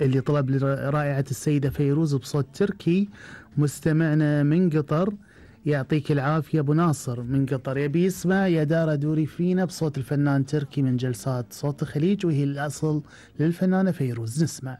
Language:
Gulf Arabic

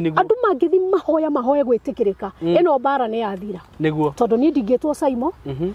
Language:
Kikuyu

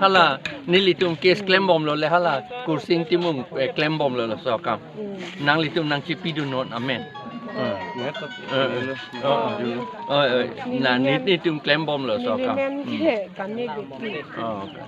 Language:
Karbi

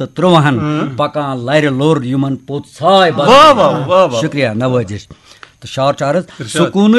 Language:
Kashmiri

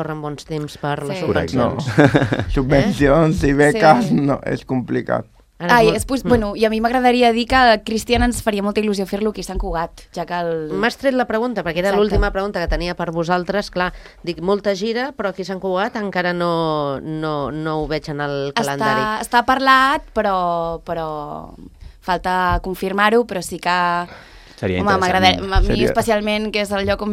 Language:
Catalan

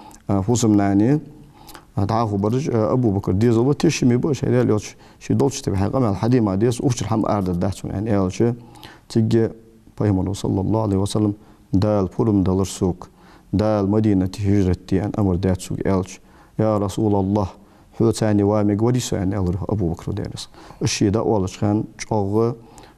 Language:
Ingush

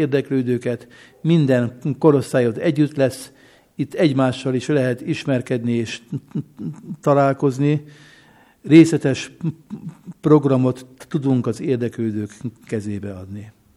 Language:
Hungarian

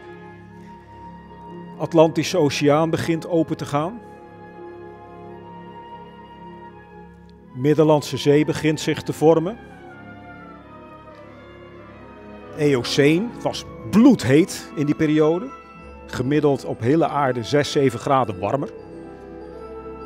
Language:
Dutch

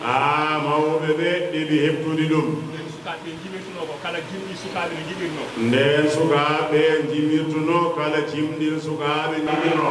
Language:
Fula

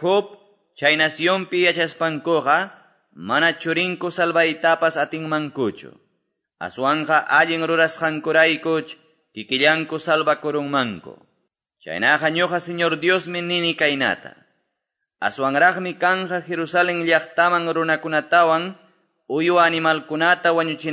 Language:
Quechua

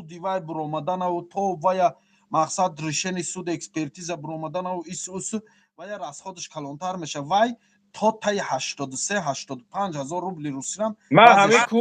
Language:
Tajik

